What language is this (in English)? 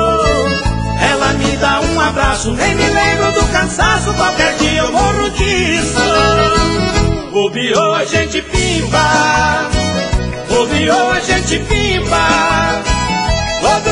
Portuguese